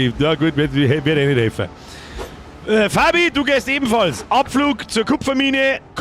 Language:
Bavarian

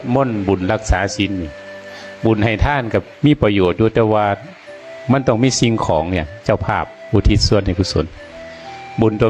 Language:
Northeastern Thai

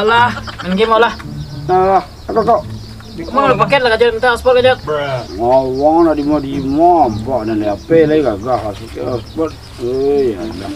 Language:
Minangkabau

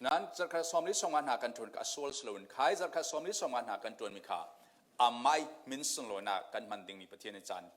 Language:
Falam Chin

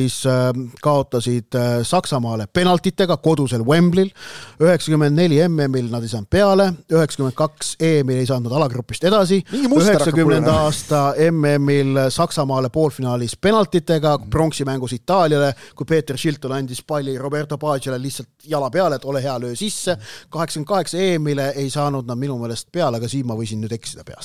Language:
Estonian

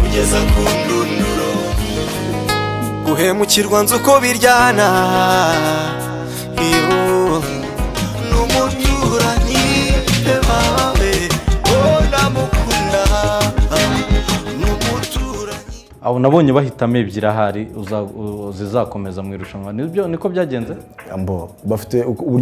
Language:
Kinyarwanda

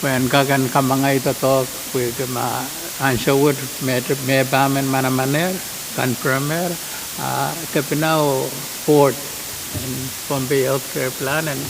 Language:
Pohnpeian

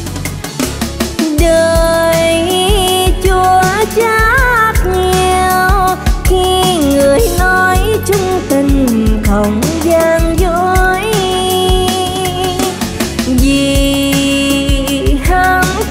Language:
Vietnamese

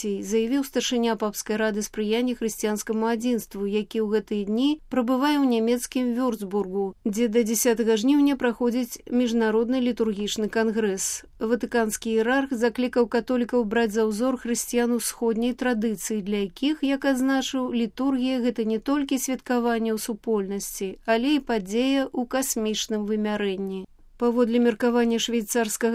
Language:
Belarusian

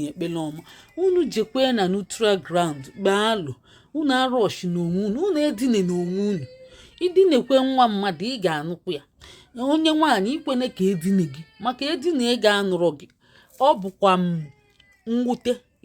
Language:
Igbo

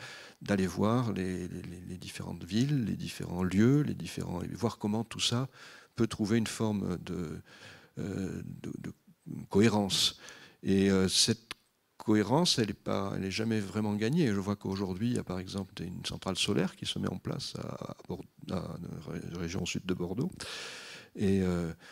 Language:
French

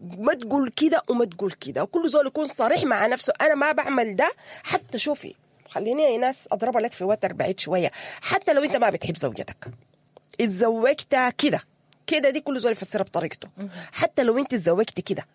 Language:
Sudanese Arabic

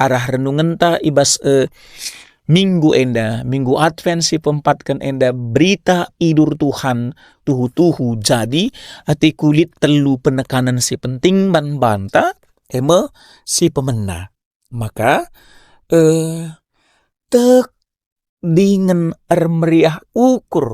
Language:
Batak Karo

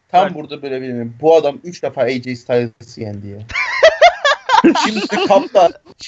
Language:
Turkish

